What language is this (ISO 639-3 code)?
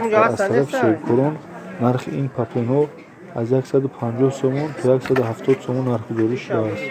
tgk